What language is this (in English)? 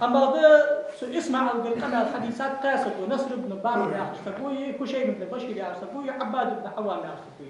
Ingush